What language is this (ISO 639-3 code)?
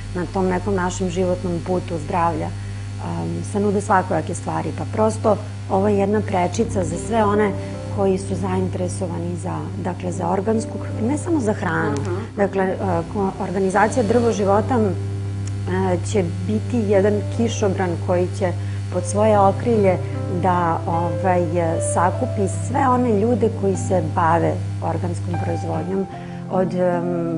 srp